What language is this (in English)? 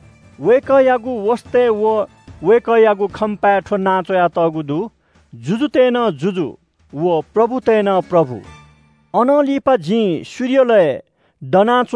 Newari